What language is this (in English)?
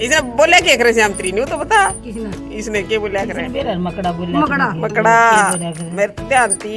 Haryanvi